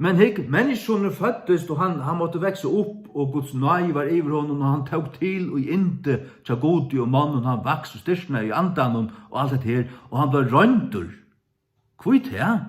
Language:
Faroese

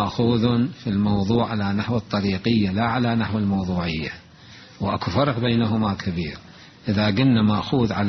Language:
Mesopotamian Arabic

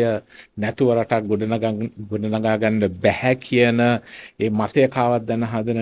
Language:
Sinhala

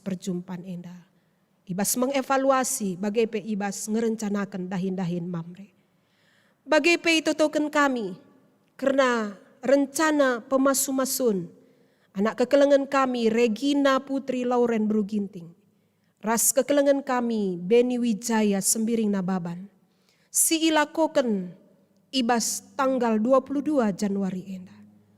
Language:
Batak Karo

